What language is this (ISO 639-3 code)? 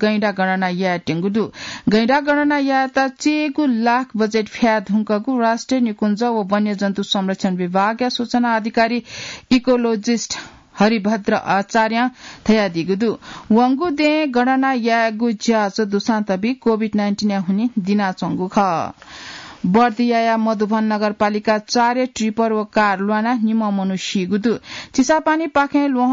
new